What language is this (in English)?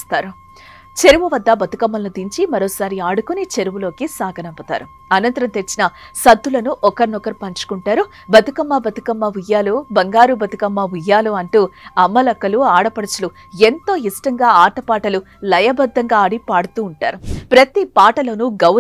Telugu